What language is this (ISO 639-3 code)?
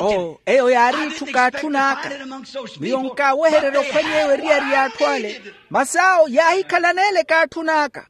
vmw